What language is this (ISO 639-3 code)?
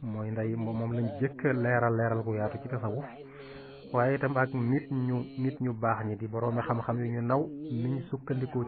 wol